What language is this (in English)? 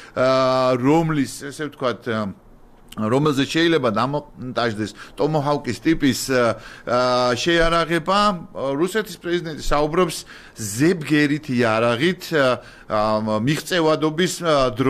Georgian